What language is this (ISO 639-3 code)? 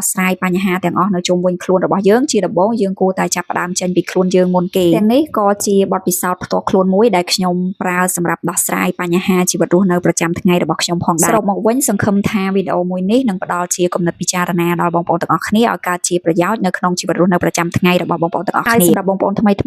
khm